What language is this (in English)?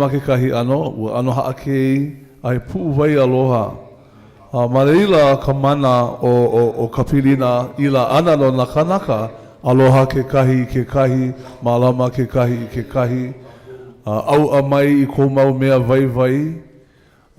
Hawaiian